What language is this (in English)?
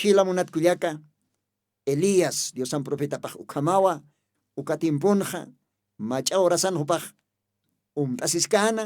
Aymara